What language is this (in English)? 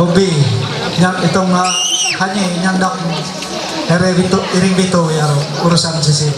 Ma'anyan